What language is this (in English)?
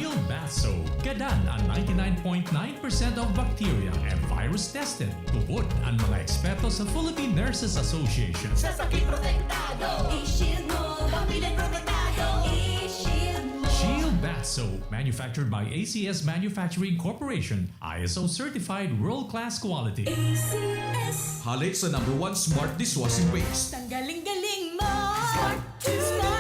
Bikol